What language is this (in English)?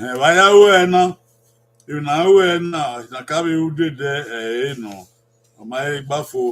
Bini